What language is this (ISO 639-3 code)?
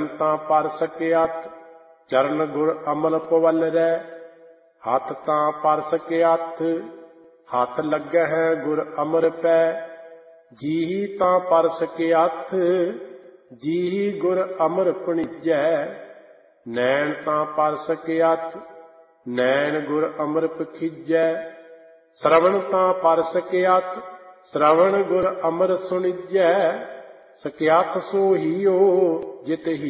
pan